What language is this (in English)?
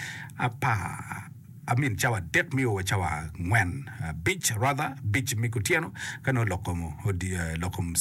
Acoli